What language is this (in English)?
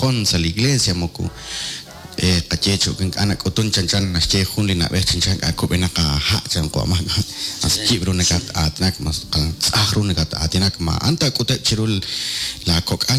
Kekchí